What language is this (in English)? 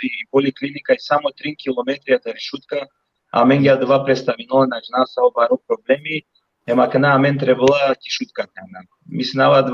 Balkan Romani